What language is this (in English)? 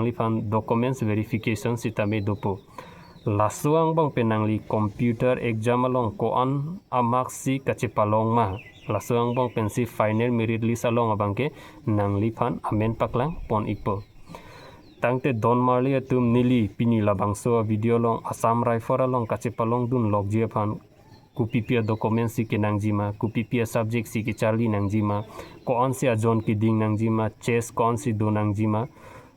Karbi